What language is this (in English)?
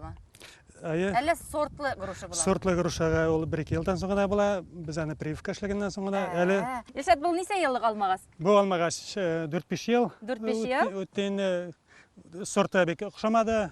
Bashkir